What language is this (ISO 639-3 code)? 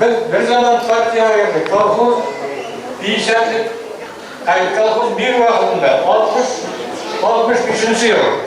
bak